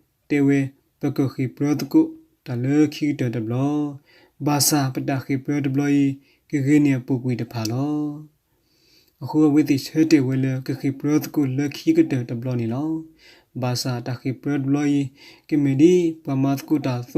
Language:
S'gaw Karen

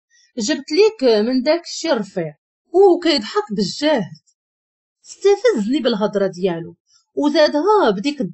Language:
Moroccan Arabic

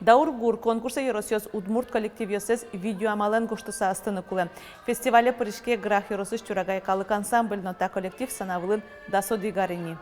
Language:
Udmurt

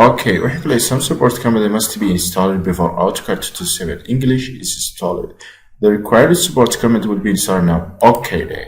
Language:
Somali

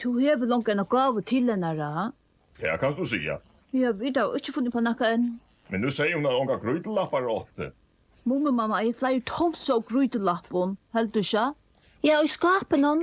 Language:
Faroese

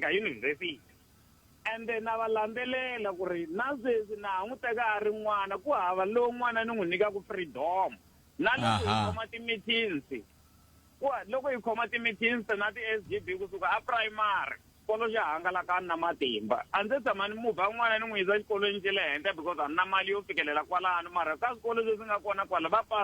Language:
Tsonga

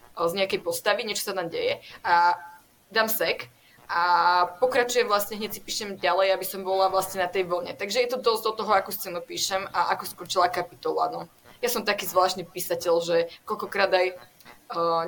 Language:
Slovak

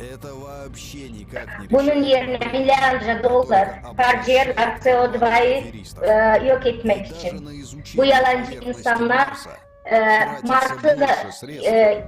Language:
Gagauz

